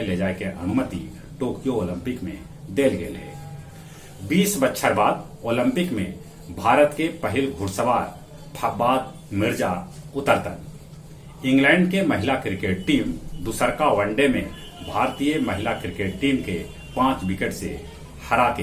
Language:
Magahi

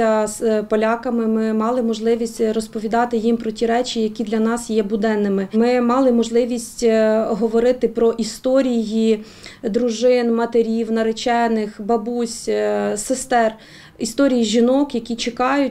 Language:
Ukrainian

